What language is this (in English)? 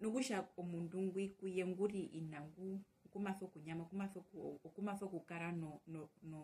Herero